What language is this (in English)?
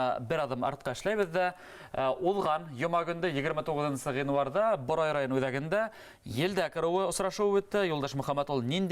Bashkir